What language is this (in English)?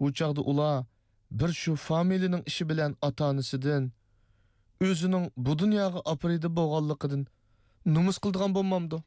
Uyghur